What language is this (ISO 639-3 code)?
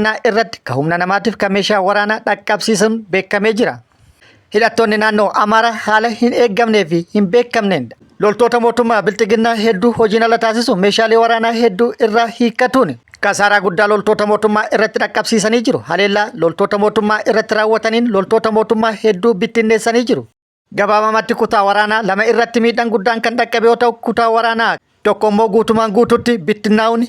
orm